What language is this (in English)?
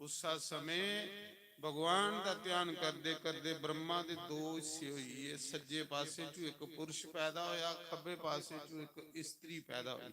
Dogri